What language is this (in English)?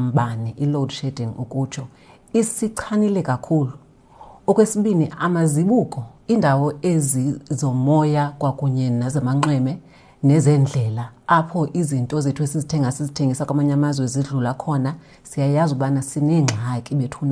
Xhosa